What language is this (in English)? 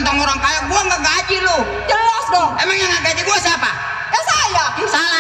Betawi